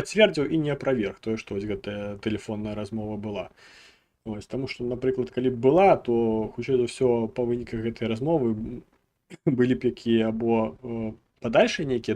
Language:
Belarusian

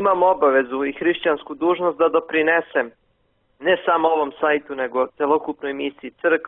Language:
Serbian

